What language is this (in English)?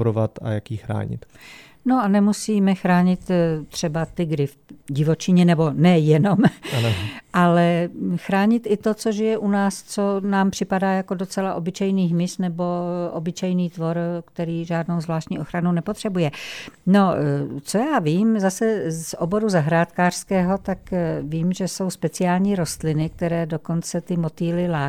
Czech